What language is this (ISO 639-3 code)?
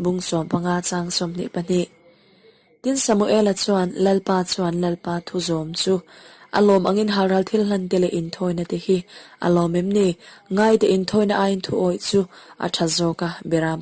lus